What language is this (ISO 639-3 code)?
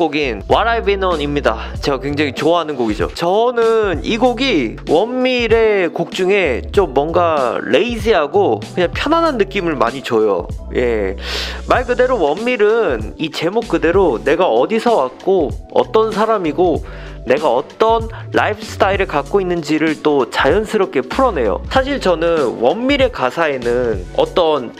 kor